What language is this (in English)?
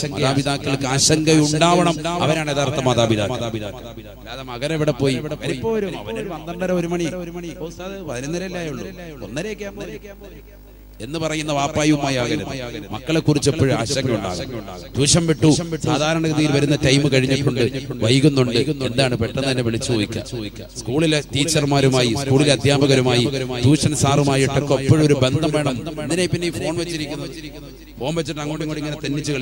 Malayalam